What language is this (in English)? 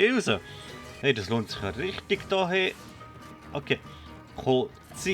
Swiss German